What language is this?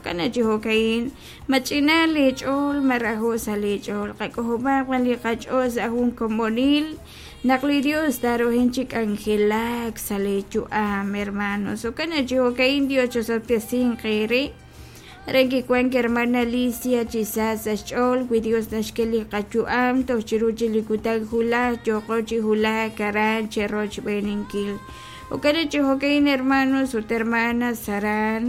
Kekchí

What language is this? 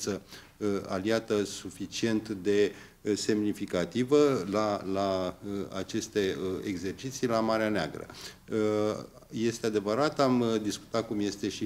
Romanian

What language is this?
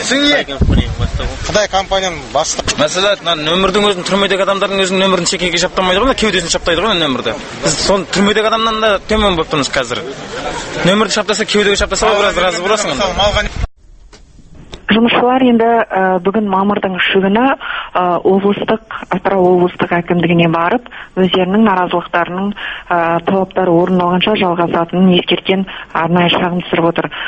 Kazakh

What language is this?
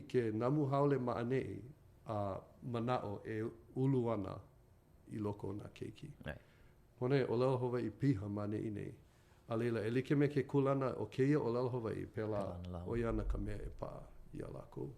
Hawaiian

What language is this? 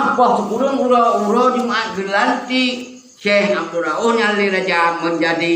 Achinese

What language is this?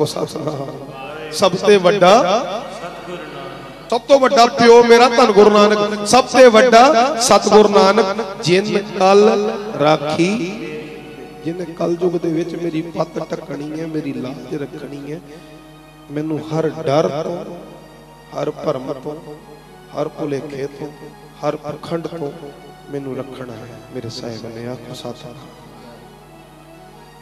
Punjabi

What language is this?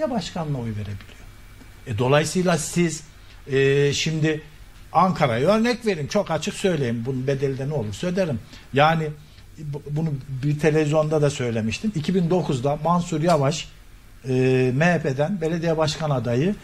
Turkish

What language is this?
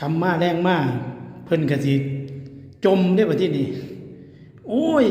Lao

